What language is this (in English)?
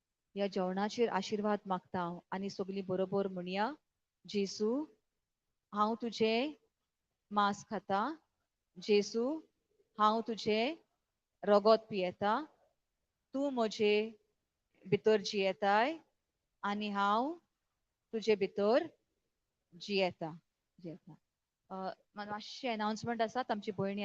Konkani